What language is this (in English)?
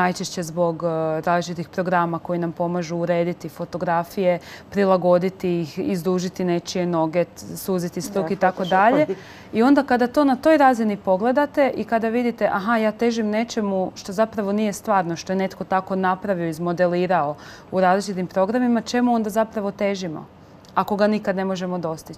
Croatian